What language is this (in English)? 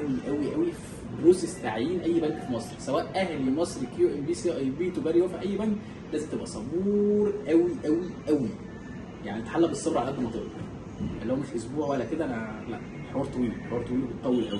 Egyptian Arabic